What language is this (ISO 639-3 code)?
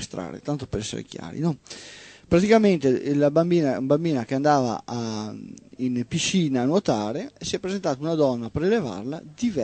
ita